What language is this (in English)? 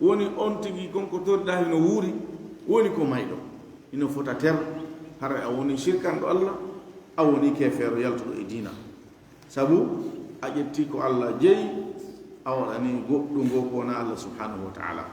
Fula